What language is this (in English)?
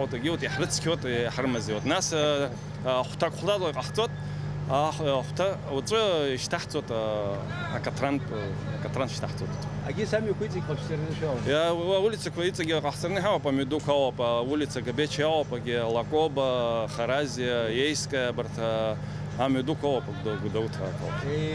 Abkhazian